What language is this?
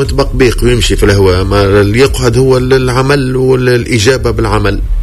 Tunisian Arabic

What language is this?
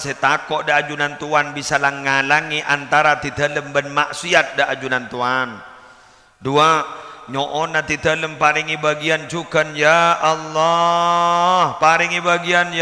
Madurese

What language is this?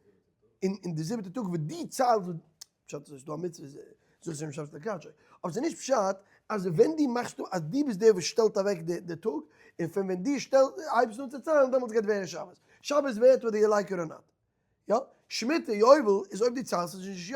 Yiddish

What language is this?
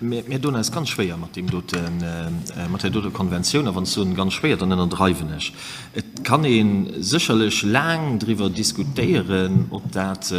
Luxembourgish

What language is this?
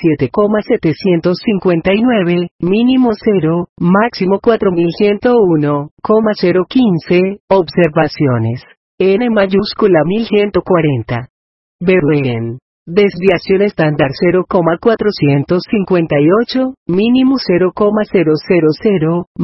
Spanish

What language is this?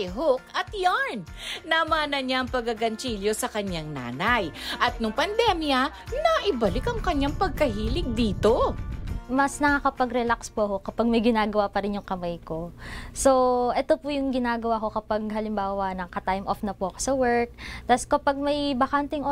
Filipino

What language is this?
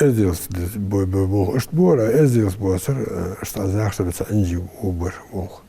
Ingush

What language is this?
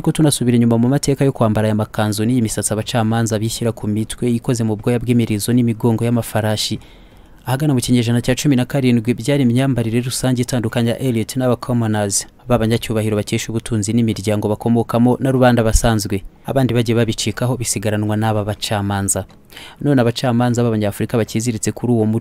Kinyarwanda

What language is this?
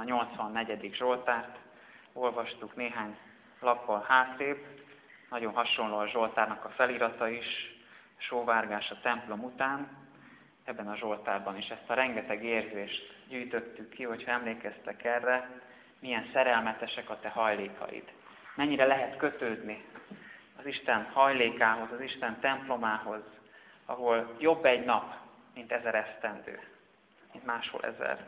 Hungarian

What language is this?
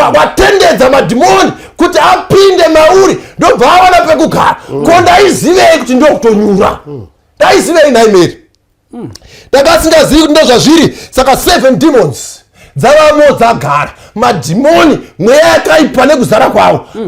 Shona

